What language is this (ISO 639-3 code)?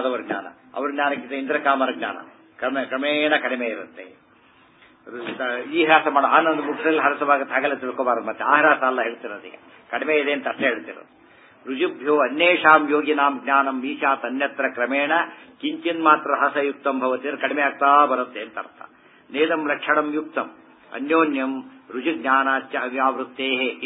kan